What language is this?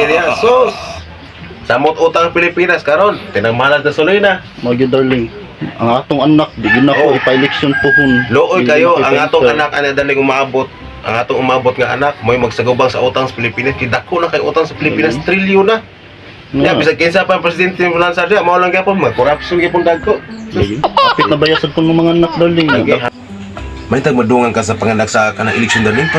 Cebuano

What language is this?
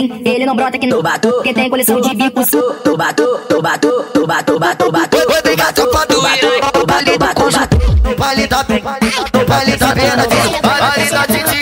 Portuguese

